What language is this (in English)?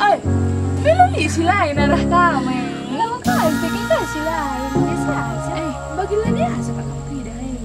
Batak Karo